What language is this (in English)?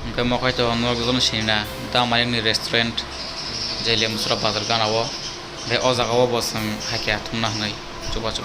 Kok Borok